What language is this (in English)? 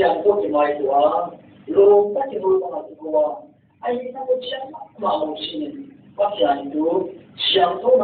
Paite Chin